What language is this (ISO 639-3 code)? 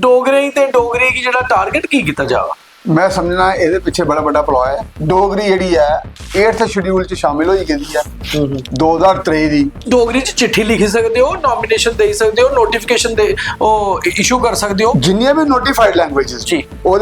doi